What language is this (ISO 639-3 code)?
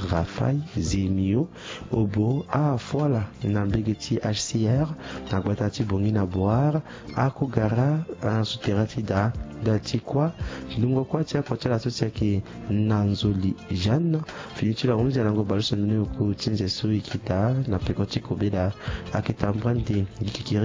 sag